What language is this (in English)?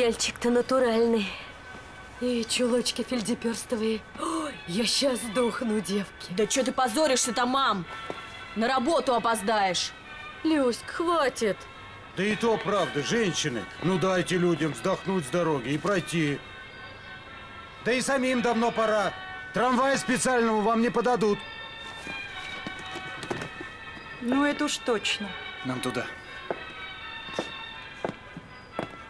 Russian